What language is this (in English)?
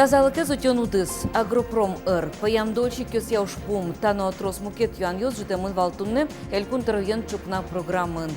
Udmurt